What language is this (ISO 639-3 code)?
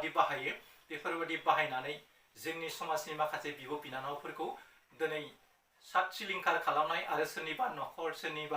brx